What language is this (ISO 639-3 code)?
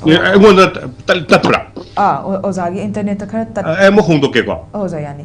mni